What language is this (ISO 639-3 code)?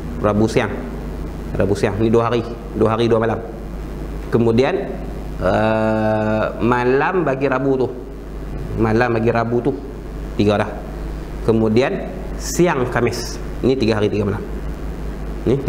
msa